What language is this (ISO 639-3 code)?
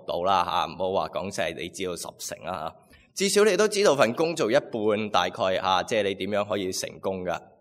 yue